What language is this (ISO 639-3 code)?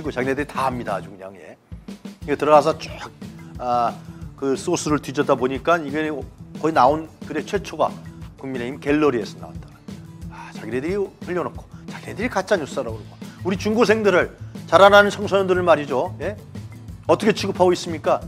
kor